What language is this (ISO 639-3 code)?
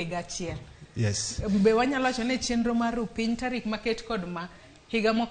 luo